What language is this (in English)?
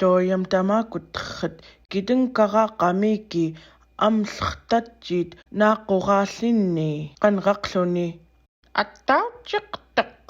Central Yupik